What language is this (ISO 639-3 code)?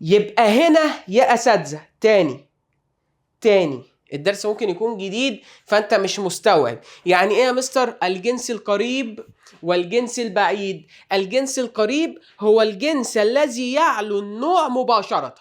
arz